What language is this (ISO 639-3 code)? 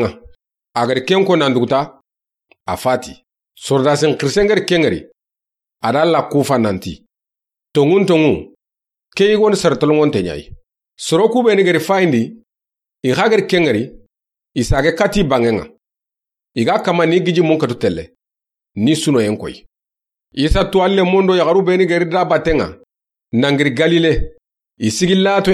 snk